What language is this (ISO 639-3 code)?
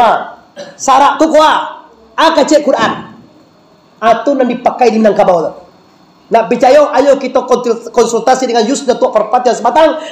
min